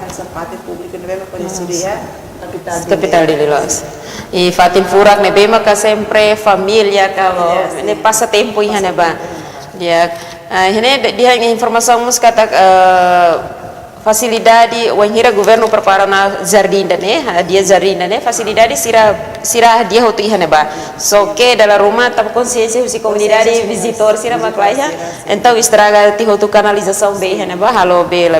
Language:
Tetum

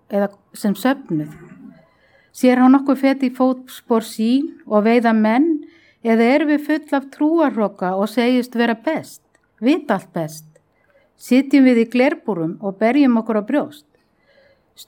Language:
Icelandic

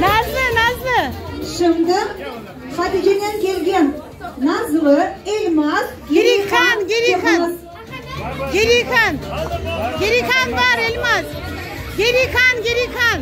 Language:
Crimean Tatar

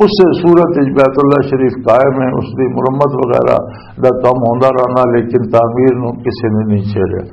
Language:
Western Panjabi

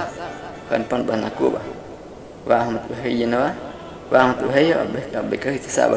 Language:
Guahibo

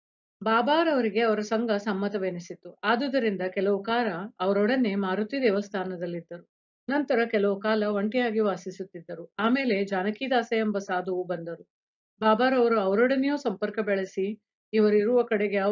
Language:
Kannada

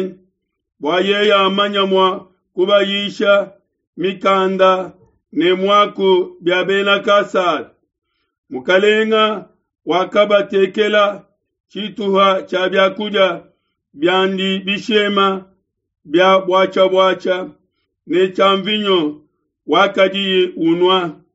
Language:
Luba-Lulua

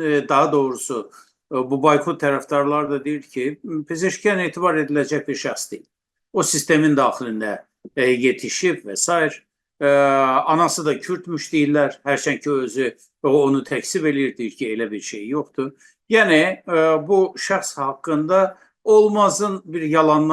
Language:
South Azerbaijani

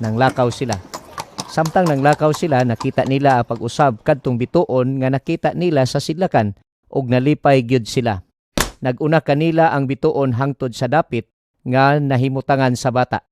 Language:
Cebuano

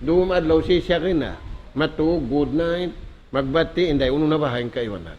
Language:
Tausug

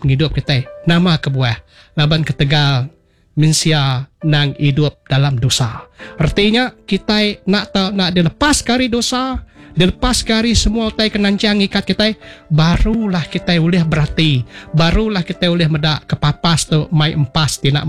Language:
Iban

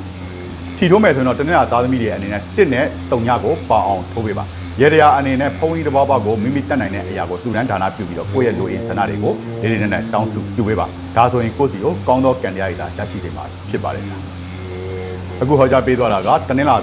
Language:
Burmese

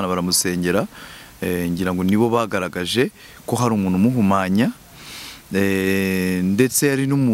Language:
Kinyarwanda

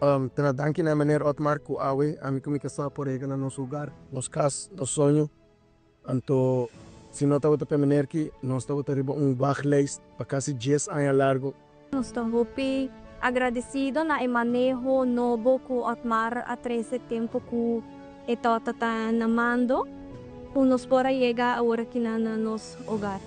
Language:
Papiamento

